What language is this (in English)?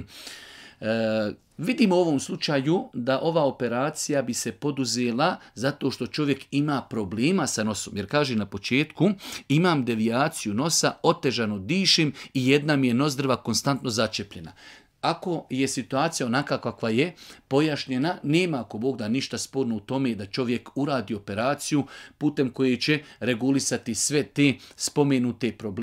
Bosnian